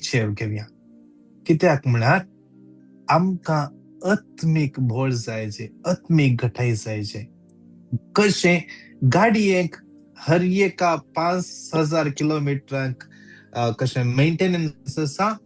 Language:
Konkani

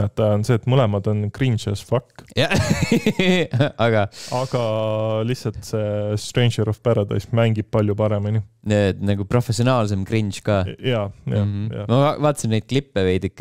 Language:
Estonian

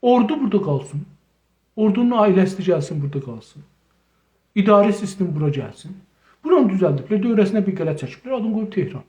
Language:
South Azerbaijani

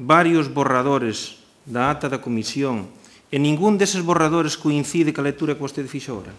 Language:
Galician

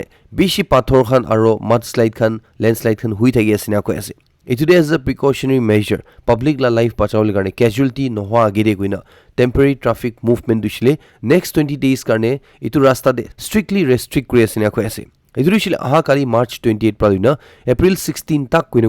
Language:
Naga Pidgin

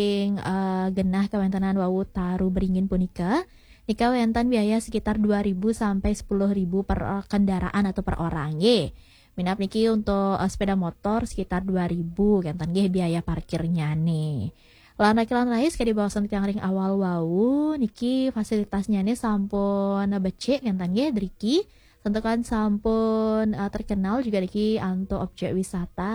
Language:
Balinese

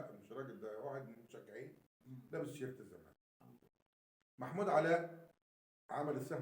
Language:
Egyptian Arabic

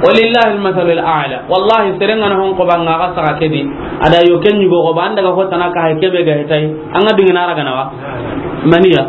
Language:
Soninke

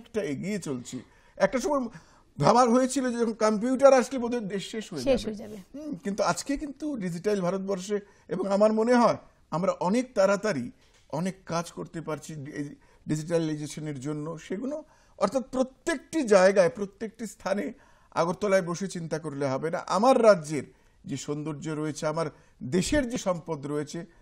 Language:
Bangla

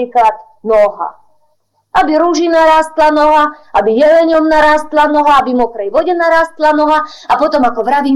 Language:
Slovak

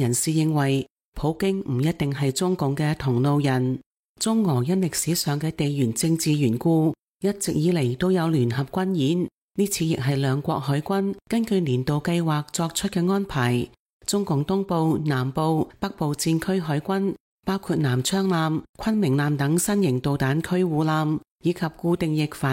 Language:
Cantonese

